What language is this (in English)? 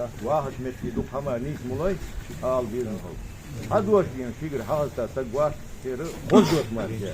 Ingush